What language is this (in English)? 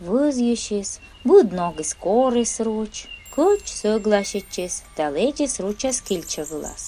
Komi